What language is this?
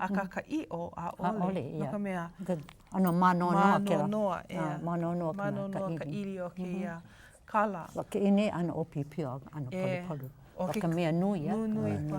Hawaiian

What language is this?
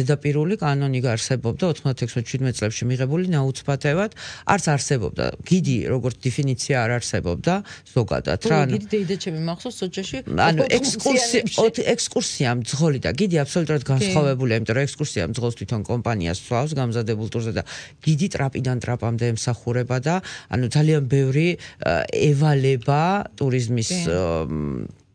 Georgian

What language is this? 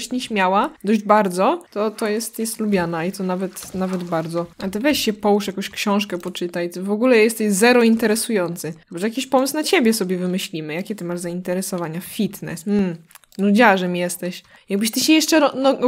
Polish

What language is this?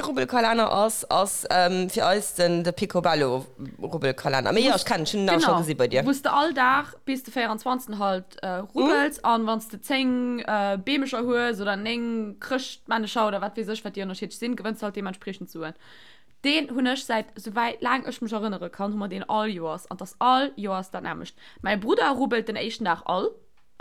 Luxembourgish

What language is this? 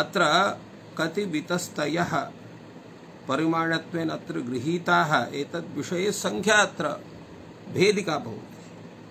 Sanskrit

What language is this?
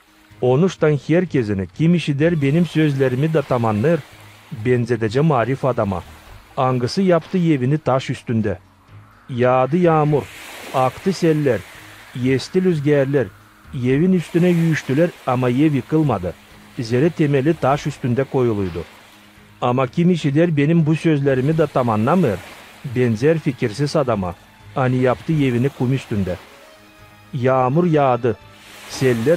Gagauz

